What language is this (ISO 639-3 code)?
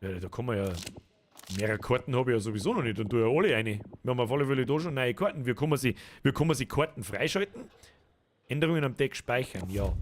bar